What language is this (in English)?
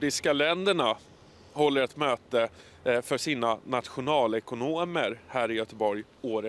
Swedish